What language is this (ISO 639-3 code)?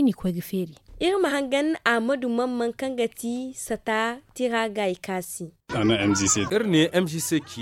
dje